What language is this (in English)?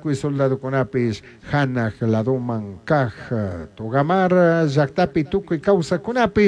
Chimborazo Highland Quichua